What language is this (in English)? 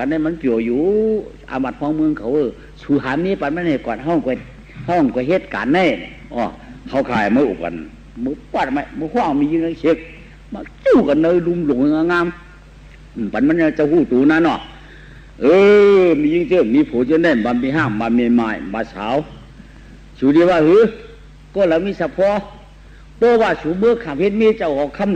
Shan